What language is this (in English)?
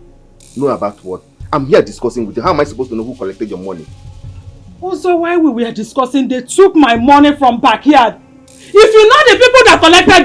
Nigerian Pidgin